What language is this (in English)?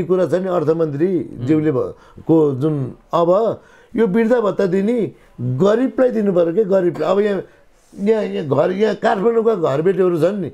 Nepali